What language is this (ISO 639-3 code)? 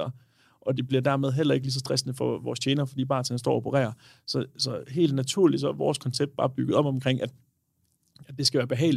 dan